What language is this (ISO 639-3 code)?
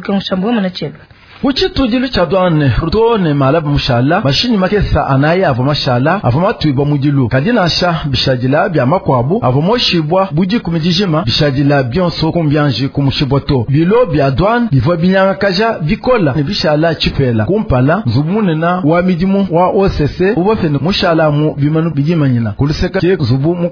lua